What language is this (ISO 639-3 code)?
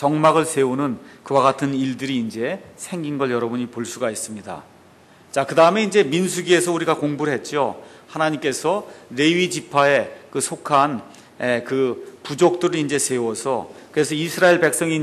kor